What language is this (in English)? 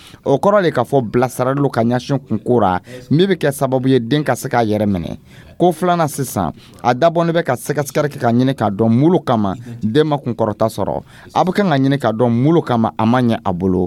Dyula